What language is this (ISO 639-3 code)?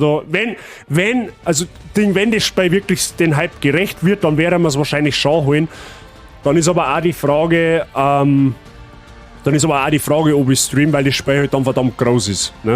bar